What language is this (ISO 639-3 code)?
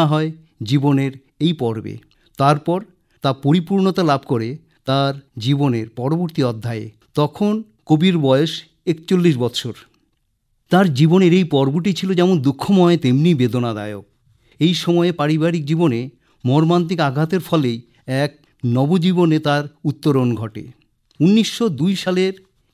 ben